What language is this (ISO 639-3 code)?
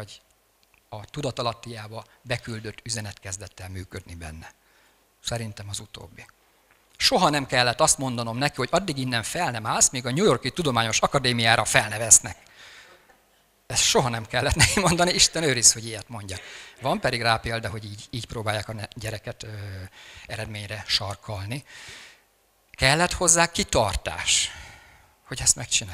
hun